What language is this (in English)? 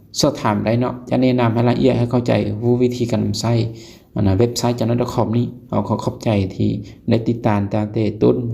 Lao